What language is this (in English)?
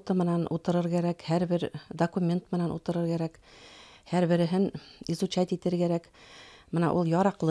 Bashkir